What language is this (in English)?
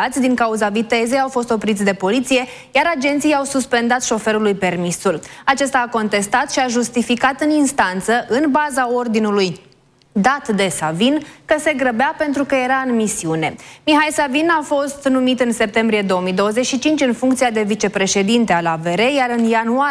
Romanian